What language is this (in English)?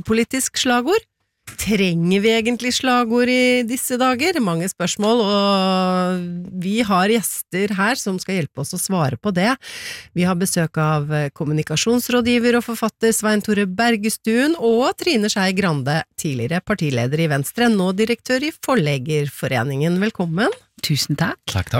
Norwegian